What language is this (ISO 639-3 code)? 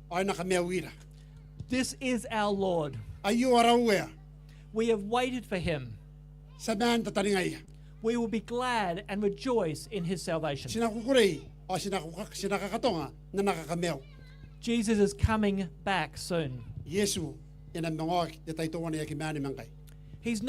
gil